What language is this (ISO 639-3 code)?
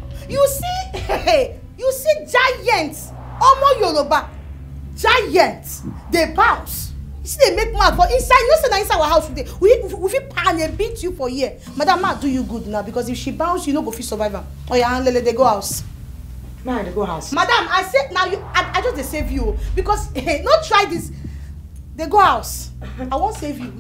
pcm